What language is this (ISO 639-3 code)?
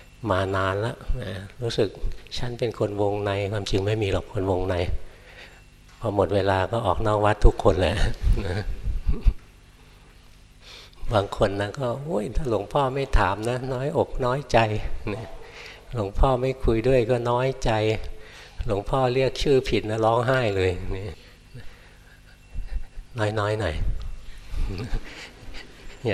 tha